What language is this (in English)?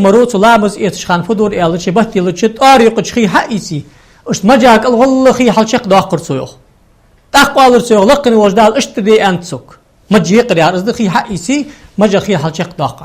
Ingush